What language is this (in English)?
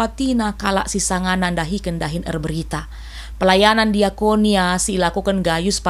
Batak Karo